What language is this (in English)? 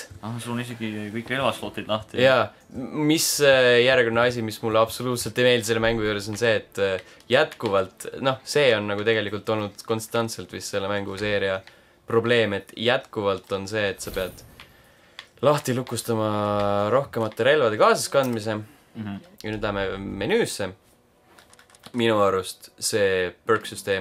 Estonian